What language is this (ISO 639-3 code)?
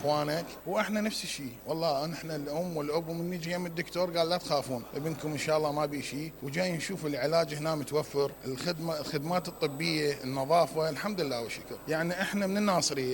acm